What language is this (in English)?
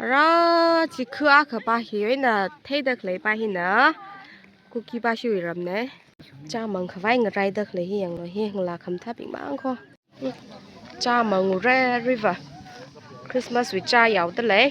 Tangkhul Naga (India)